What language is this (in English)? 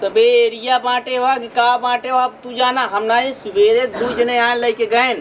Awadhi